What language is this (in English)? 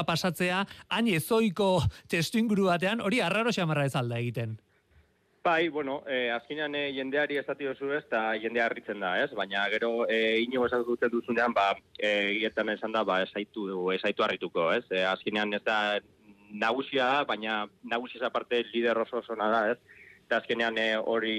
Basque